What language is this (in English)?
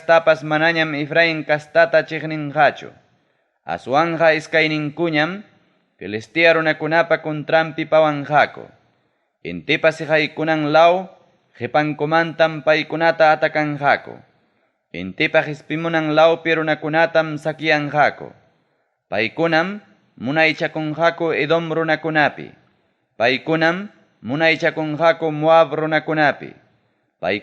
Ayacucho Quechua